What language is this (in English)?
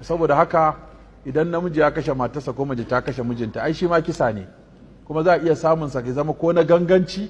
Hausa